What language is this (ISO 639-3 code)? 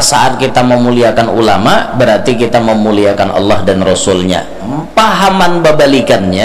bjn